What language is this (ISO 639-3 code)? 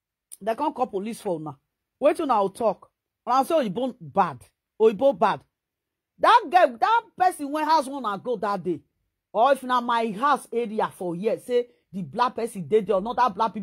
pcm